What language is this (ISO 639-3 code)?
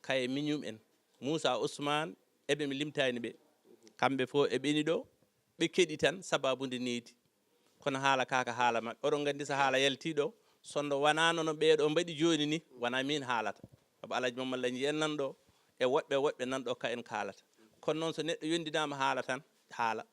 ful